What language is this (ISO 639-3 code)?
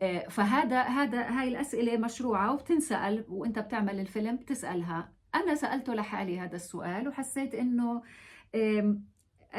apc